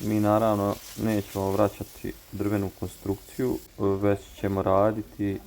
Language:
Serbian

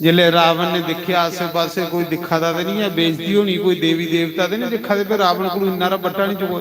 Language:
Dogri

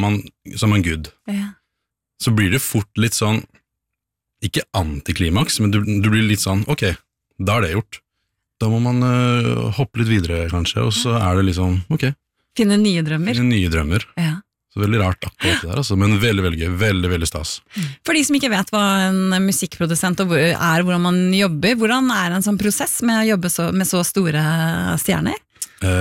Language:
Norwegian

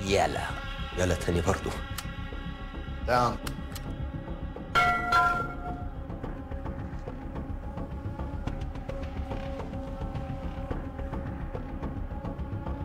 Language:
Egyptian Arabic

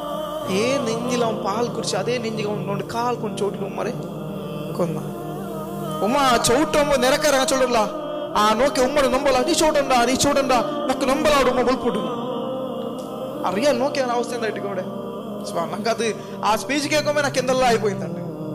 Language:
Malayalam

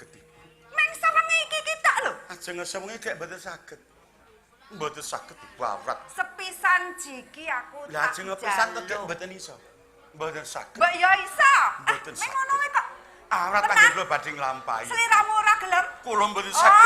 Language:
Javanese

